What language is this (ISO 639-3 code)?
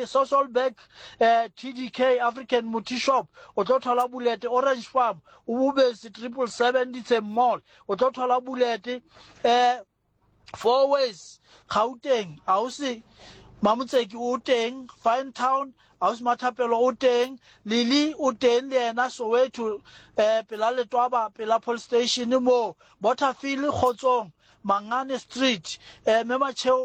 sot